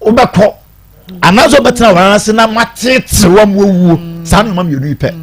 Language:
Akan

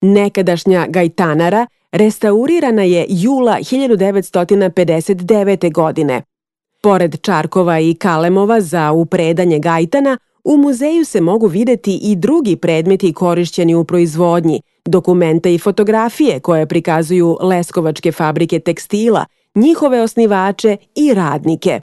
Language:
Serbian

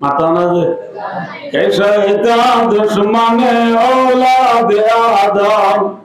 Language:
Rohingya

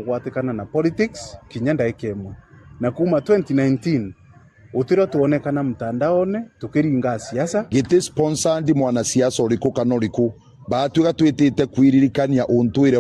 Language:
Meru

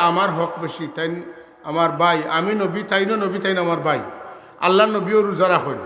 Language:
Sylheti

